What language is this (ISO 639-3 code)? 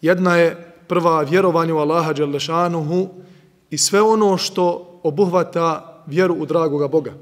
bos